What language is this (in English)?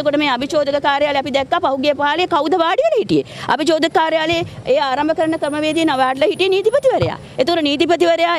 Sinhala